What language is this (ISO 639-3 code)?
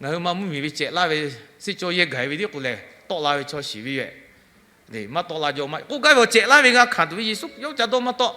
lhu